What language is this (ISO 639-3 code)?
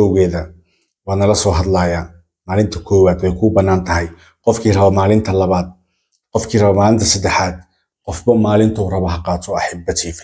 som